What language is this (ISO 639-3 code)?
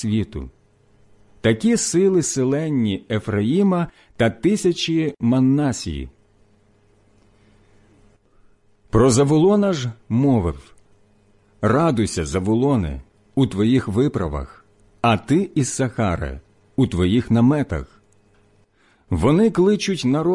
ukr